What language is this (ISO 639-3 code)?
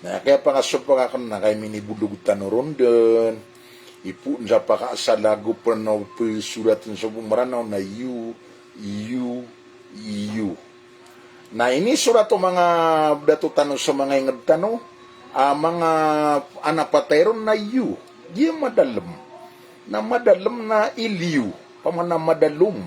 mrw